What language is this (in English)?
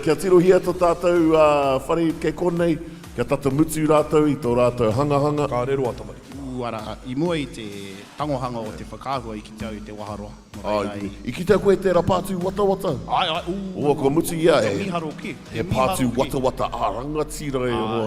Māori